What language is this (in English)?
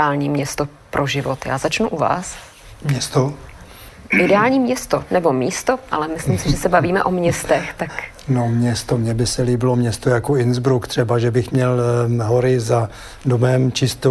Czech